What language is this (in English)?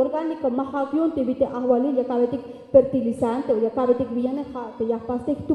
Tzeltal